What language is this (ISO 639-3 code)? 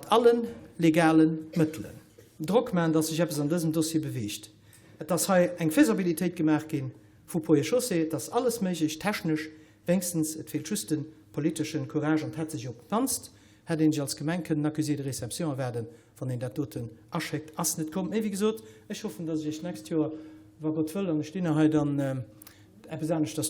ltz